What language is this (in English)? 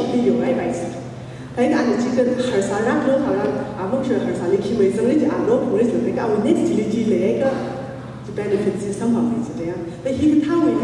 Tangkhul Naga (India)